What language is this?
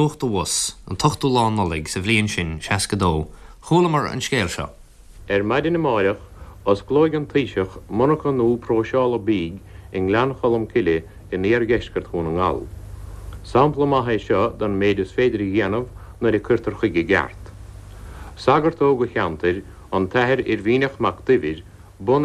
Irish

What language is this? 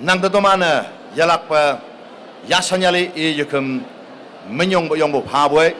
Konyak Naga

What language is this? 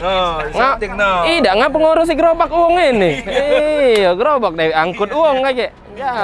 Musi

